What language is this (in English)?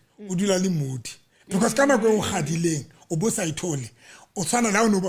Southern Sotho